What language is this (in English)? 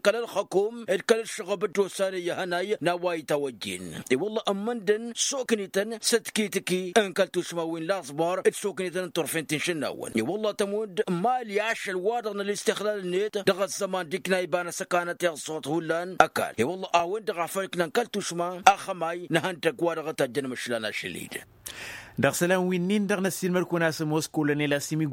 Tamasheq